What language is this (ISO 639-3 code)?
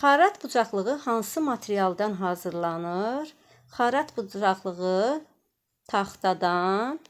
aze